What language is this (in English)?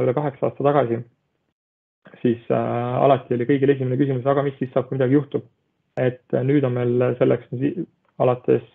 Estonian